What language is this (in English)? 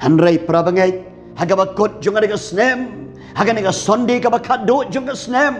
Khasi